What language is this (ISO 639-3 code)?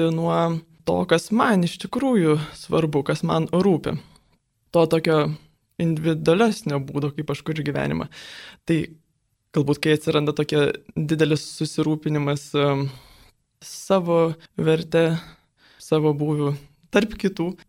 lit